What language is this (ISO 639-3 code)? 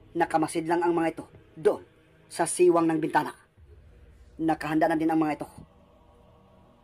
fil